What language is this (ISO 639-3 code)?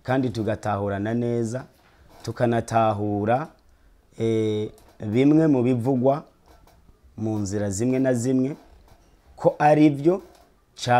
run